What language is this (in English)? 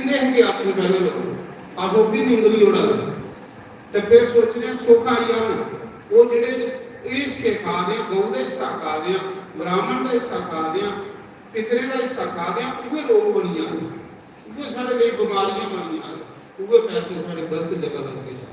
Dogri